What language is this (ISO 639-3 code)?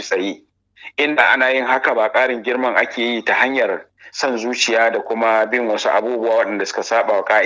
hau